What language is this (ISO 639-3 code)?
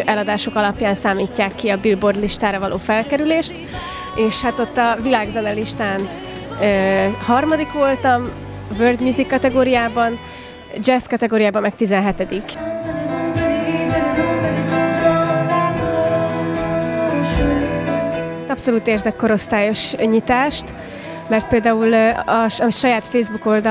hun